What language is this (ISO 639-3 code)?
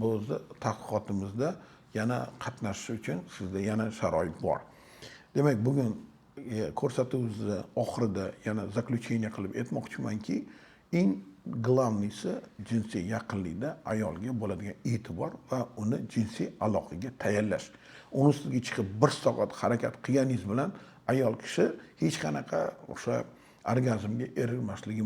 uzb